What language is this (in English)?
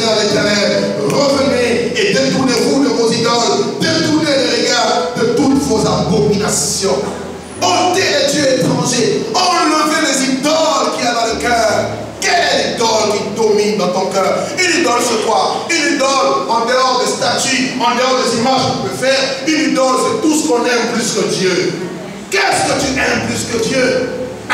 French